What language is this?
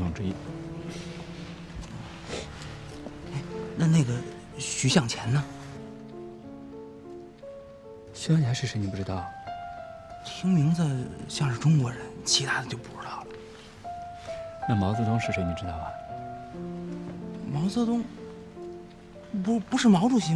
Chinese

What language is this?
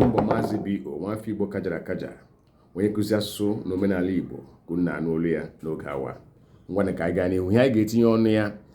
Igbo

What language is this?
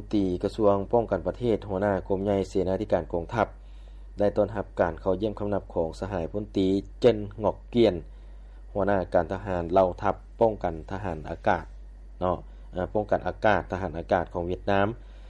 Lao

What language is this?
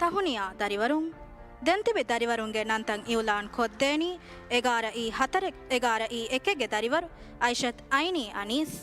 Divehi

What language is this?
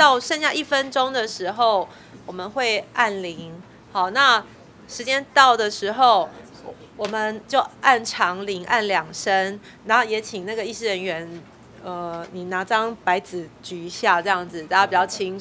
Chinese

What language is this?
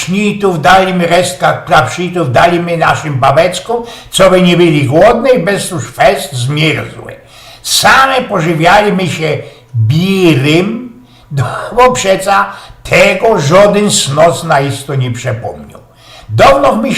Silesian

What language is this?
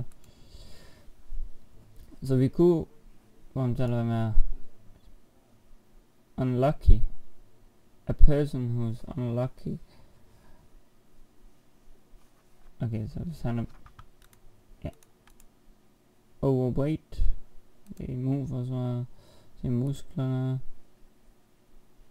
Danish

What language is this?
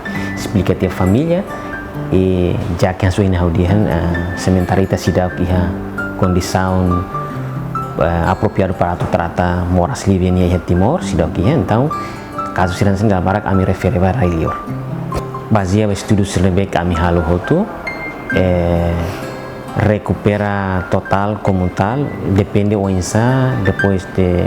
Tetum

